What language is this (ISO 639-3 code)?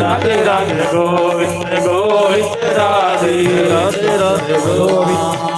doi